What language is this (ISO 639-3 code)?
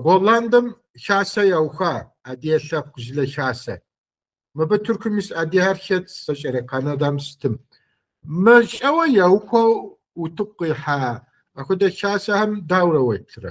kbd